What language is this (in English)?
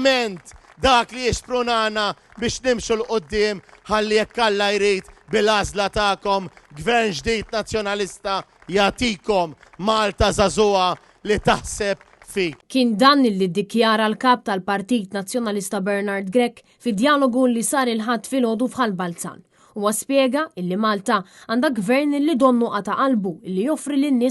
Maltese